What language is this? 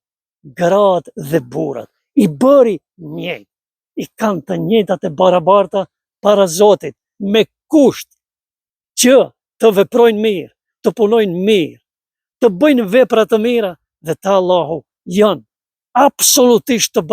Albanian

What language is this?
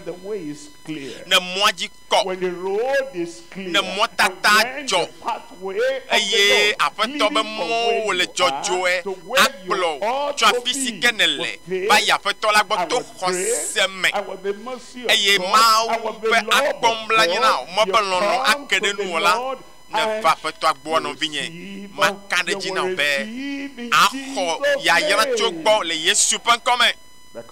Ewe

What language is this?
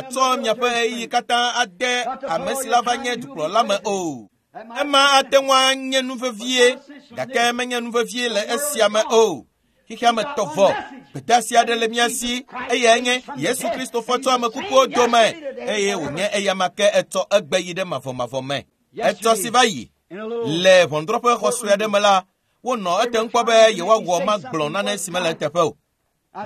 Ewe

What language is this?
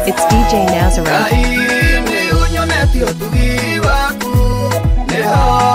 Kikuyu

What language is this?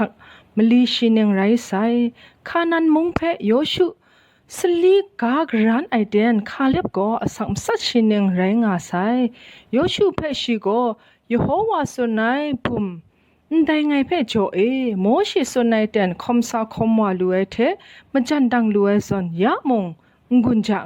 Kachin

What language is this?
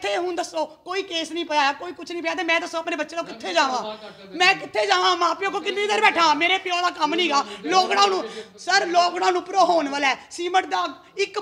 Punjabi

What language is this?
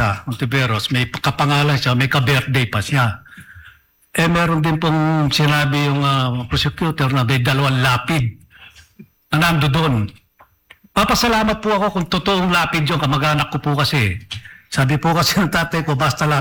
Filipino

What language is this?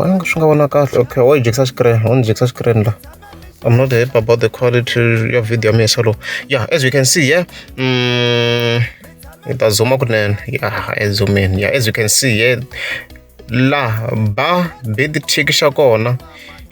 Tsonga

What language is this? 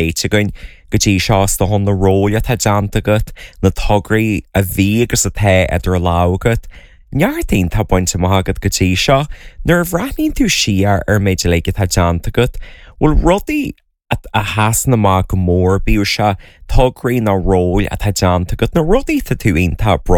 Irish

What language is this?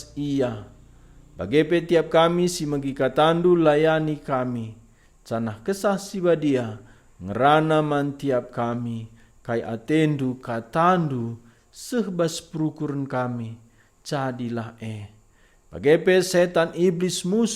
Batak Karo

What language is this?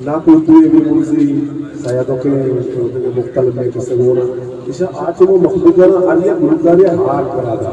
Eastern Balochi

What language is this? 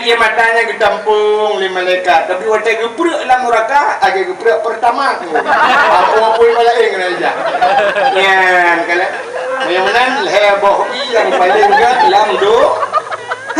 Achinese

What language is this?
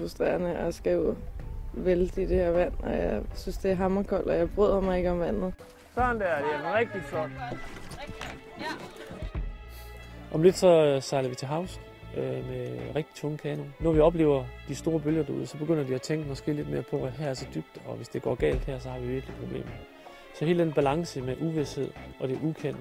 Danish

